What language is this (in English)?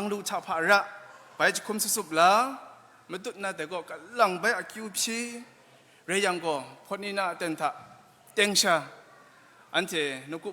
Kachin